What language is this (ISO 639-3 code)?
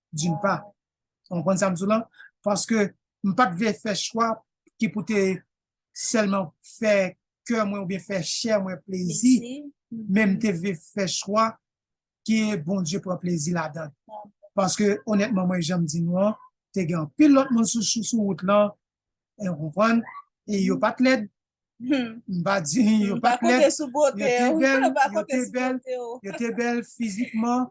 hat